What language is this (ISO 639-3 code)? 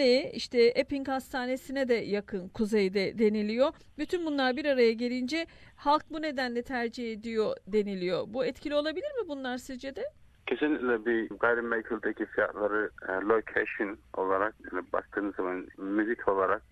tur